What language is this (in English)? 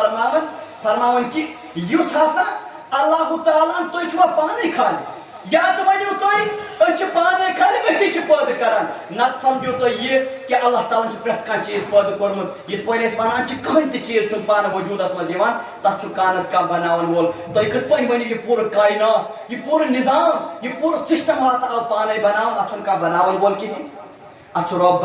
Kashmiri